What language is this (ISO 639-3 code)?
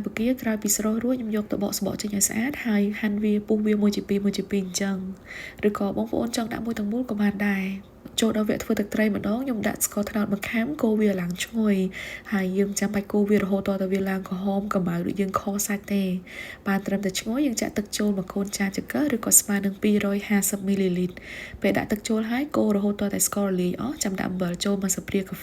khm